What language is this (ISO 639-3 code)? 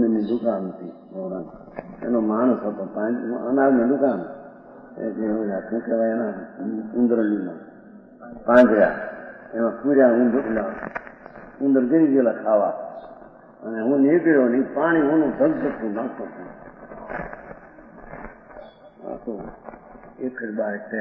guj